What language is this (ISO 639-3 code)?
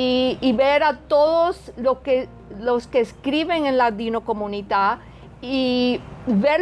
lad